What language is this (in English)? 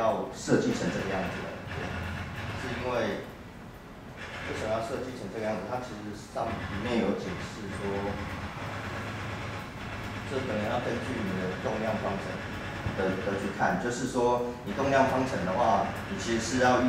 Chinese